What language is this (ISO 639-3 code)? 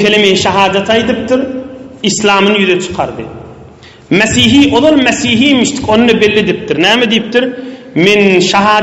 tuk